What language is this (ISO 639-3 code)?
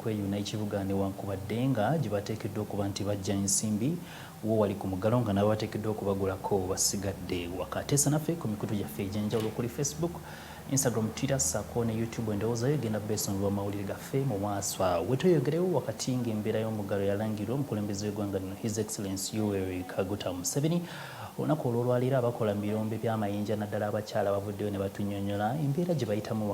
lug